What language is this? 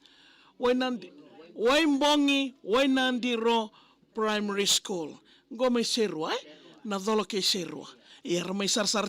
Fijian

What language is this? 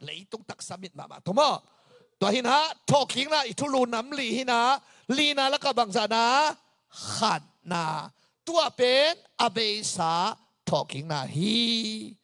Tedim Chin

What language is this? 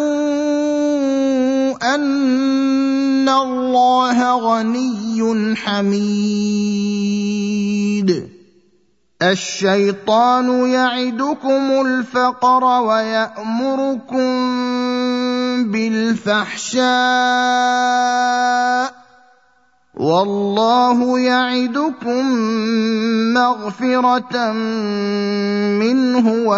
Arabic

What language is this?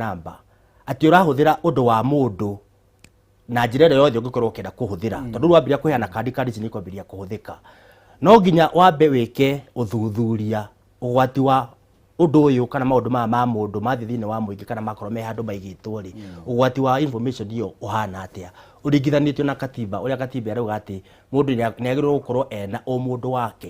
Kikuyu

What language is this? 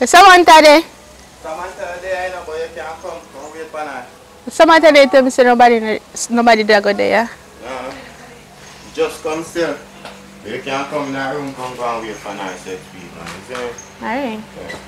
Jamaican Creole English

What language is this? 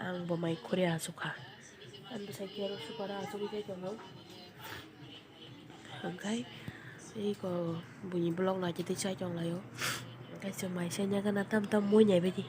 Kok Borok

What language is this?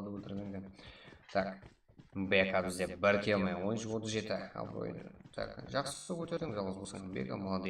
Kara-Kalpak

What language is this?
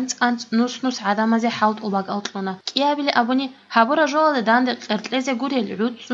Avaric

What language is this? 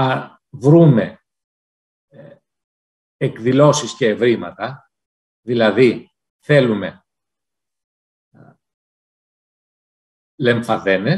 Greek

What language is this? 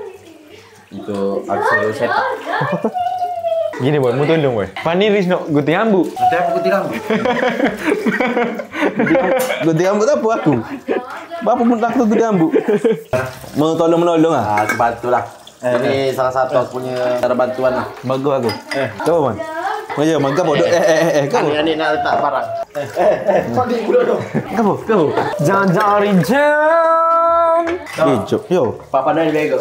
Malay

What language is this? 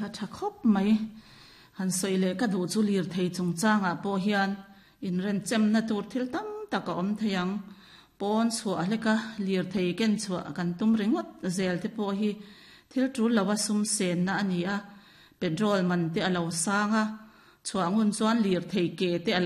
Mizo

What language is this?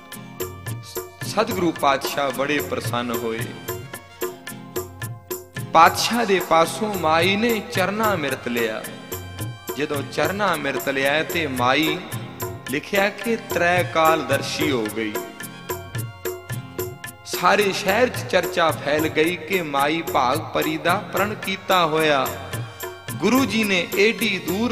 Punjabi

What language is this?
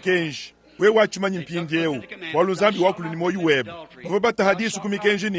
Luba-Lulua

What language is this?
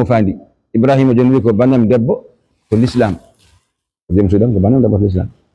Fula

